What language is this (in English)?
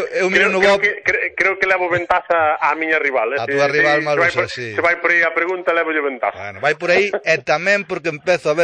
Galician